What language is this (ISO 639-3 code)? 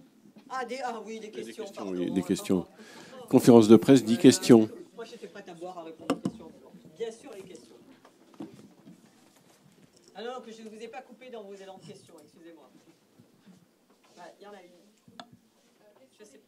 fra